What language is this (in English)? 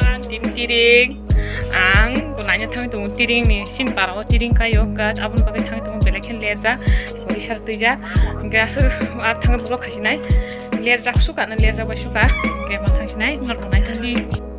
Kok Borok